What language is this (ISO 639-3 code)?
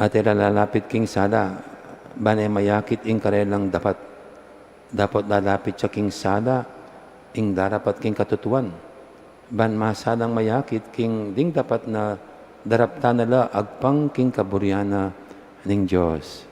pam